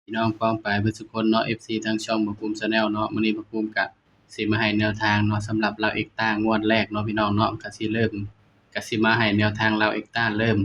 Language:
Northeastern Thai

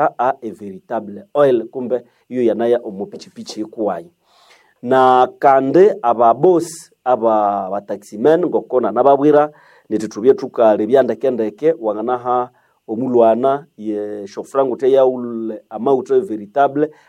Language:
Nande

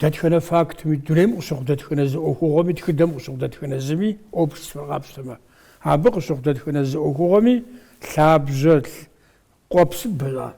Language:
Kabardian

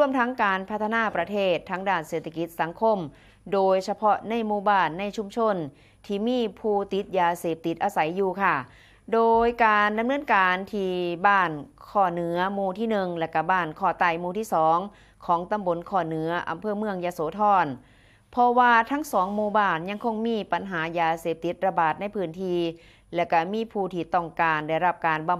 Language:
Lao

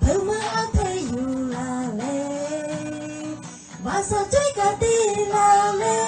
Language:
Lahu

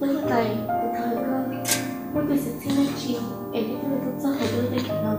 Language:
Hmong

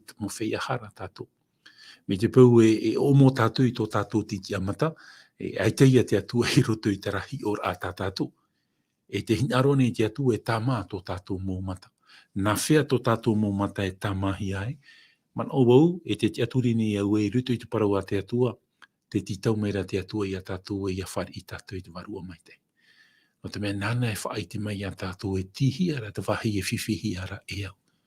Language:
Tahitian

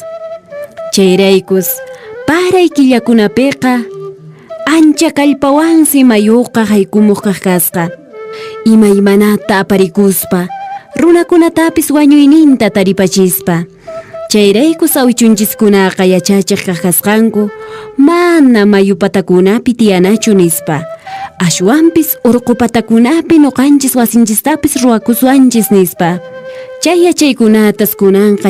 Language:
Quechua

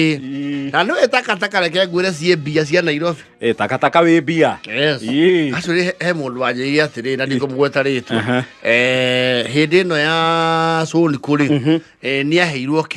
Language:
Kikuyu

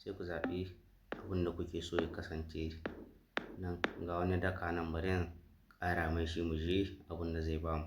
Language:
Hausa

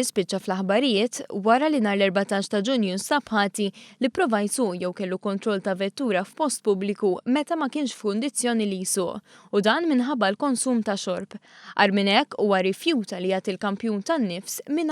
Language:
Maltese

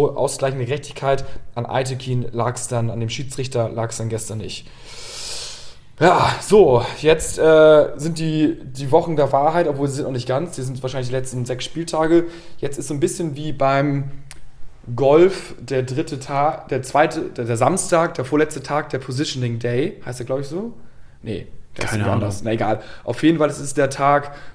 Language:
German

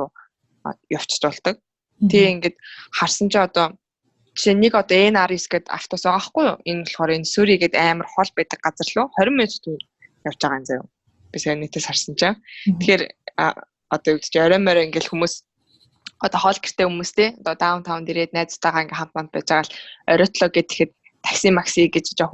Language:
Mongolian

